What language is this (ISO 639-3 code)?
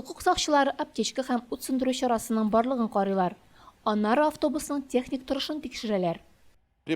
tat